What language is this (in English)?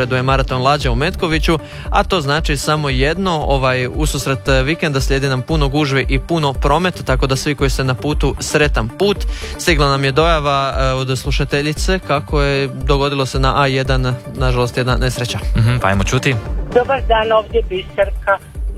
Croatian